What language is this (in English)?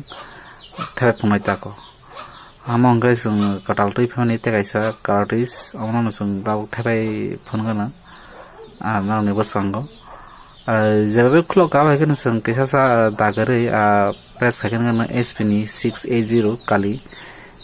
Kok Borok